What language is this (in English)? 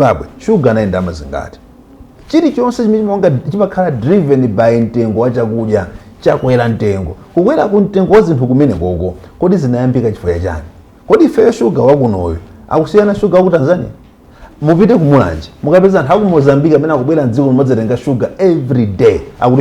Nyanja